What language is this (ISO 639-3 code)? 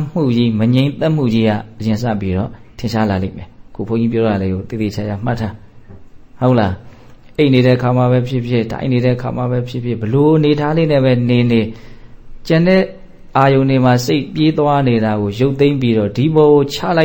mya